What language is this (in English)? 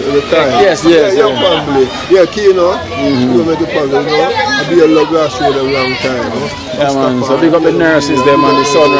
Jamaican Creole English